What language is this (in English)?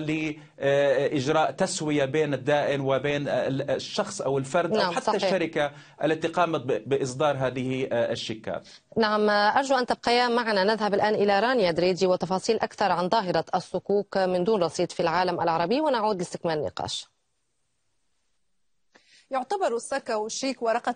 Arabic